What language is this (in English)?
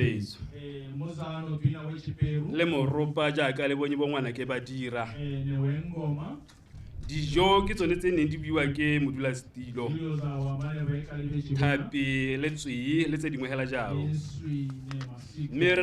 Tswana